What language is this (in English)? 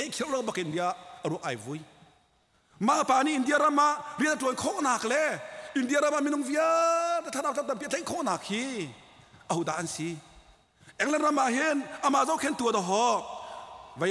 Hakha Chin